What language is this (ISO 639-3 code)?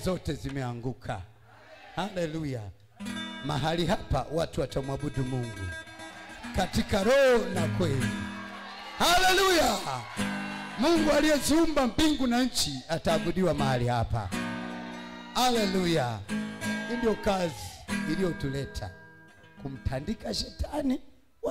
swa